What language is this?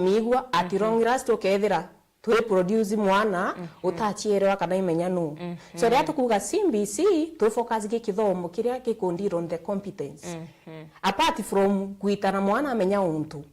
Meru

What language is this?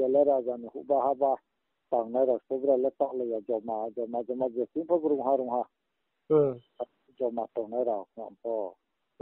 Riang (India)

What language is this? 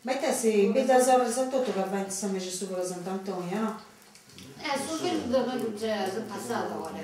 Sardinian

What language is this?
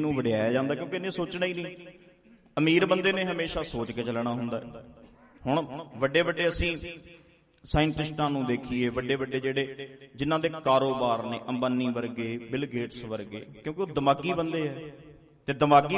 Punjabi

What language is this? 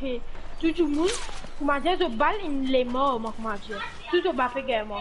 Morisyen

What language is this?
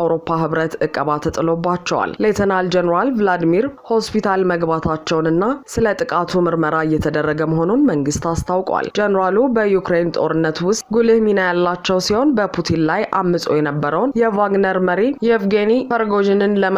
Amharic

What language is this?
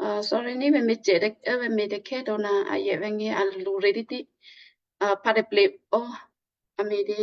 Western Kayah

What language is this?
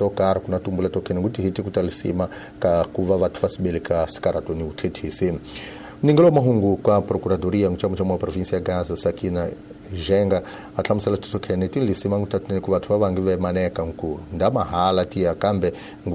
Tsonga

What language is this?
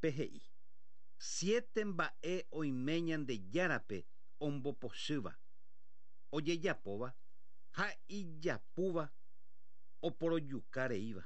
Guarani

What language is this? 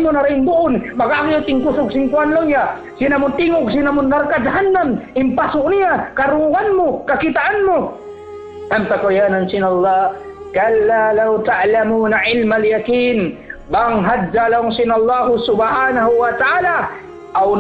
Tausug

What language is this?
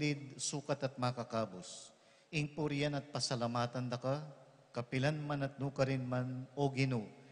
Pampanga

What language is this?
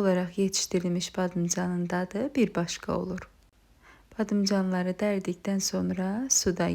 Azerbaijani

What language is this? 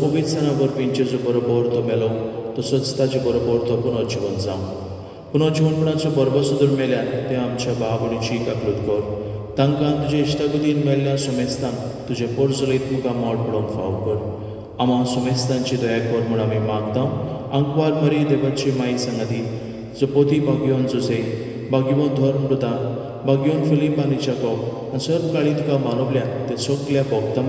Konkani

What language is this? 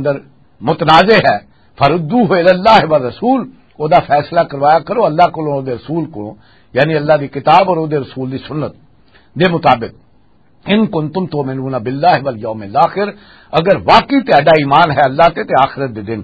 Western Panjabi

